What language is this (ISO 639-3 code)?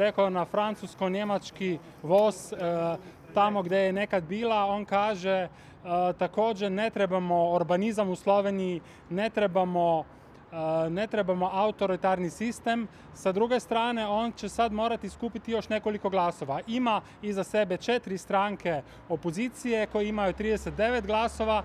slv